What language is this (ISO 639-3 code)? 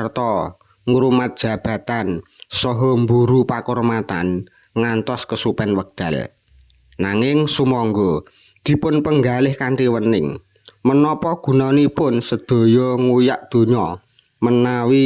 jav